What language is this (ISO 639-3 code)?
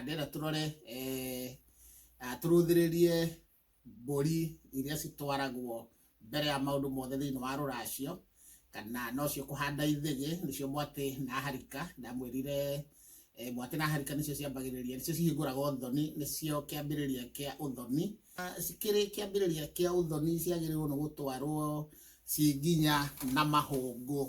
kik